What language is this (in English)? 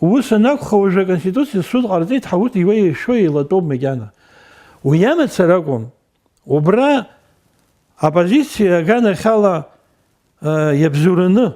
Abkhazian